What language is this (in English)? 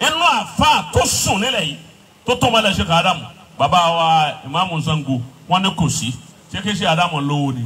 Yoruba